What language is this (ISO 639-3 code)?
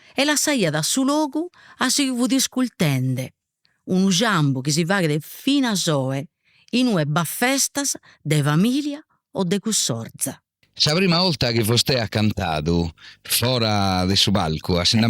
srd